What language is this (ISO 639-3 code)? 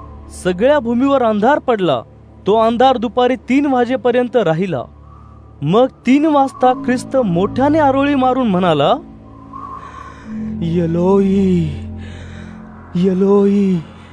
mar